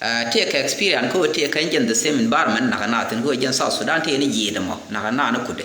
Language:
Nuer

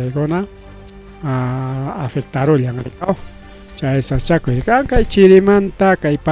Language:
Ayacucho Quechua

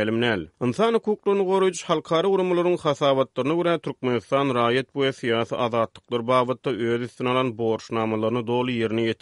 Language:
Turkmen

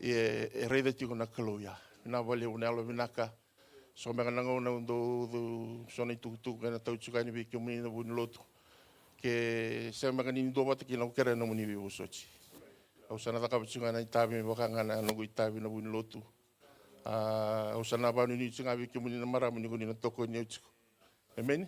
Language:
Fijian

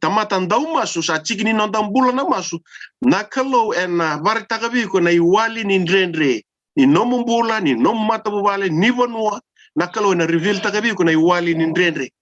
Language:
Fijian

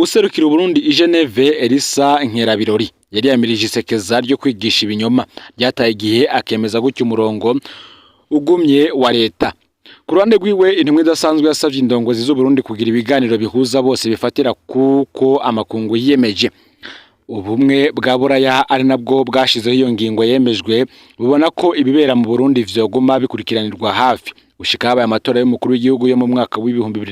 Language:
Rundi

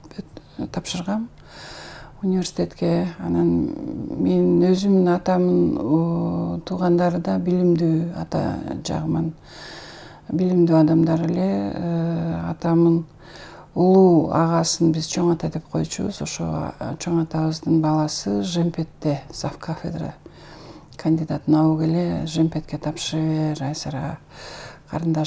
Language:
Kyrgyz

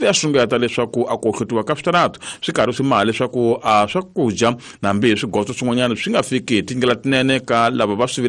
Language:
Tsonga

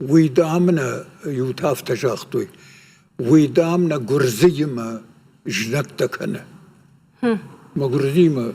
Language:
Ossetic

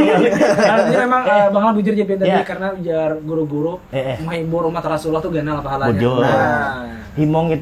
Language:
Banjar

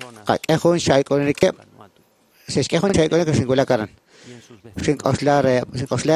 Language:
Kekchí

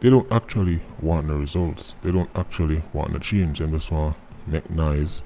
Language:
Jamaican Creole English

